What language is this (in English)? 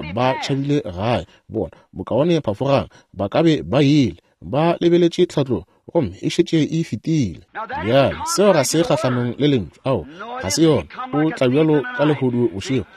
Northern Sotho